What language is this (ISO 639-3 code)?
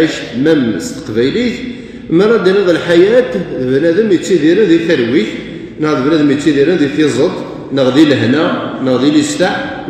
kab